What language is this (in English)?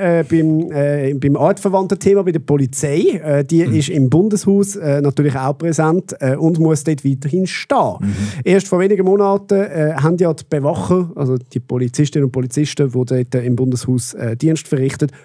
Swiss German